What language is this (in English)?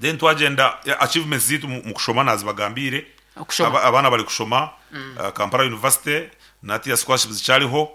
Nyankole